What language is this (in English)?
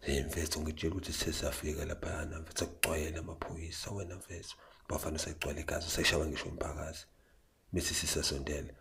Zulu